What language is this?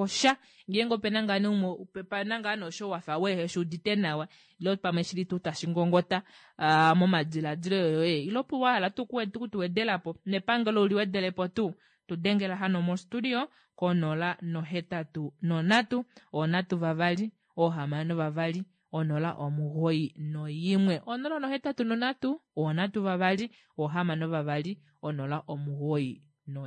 Kuanyama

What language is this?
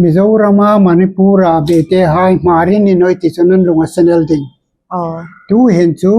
Hmar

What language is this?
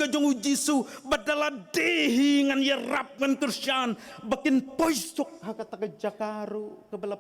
Khasi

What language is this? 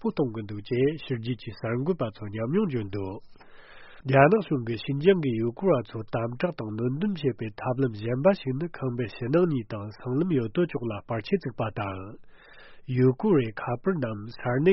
Tibetan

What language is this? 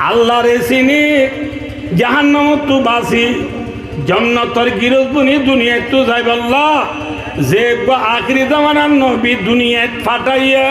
Rohingya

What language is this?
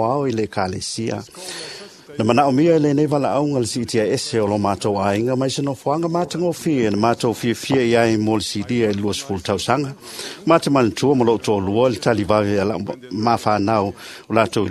Samoan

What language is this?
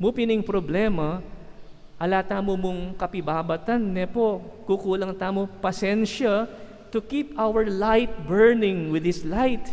Pampanga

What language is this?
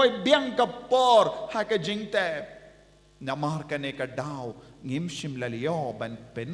Khasi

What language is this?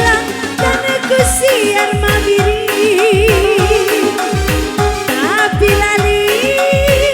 Batak Karo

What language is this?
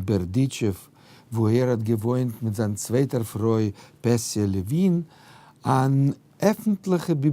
Yiddish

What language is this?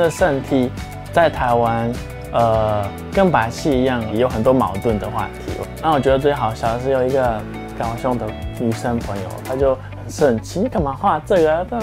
Chinese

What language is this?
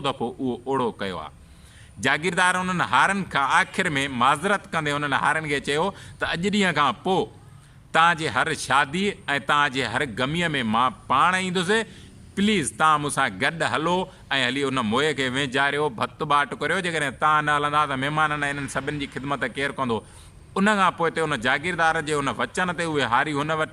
Sindhi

